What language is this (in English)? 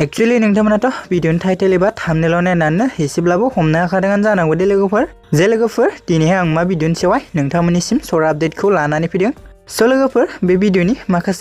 Bodo